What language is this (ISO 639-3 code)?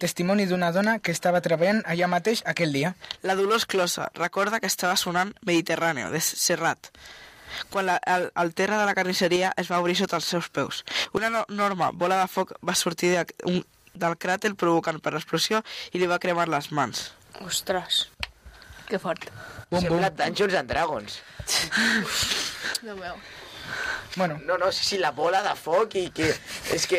cat